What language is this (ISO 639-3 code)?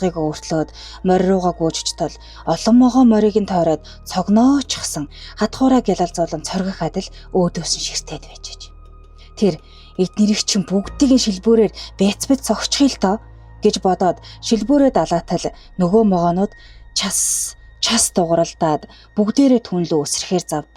mon